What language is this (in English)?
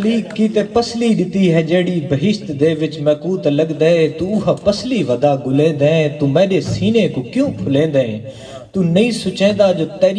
Saraiki